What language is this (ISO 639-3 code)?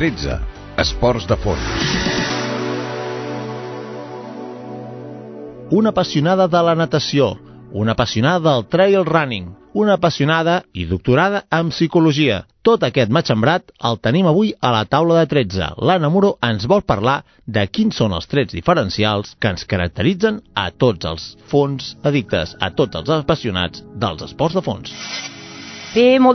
cat